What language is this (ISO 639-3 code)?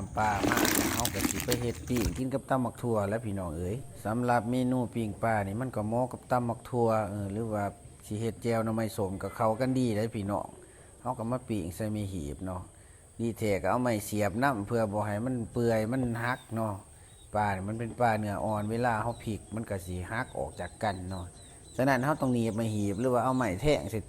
lao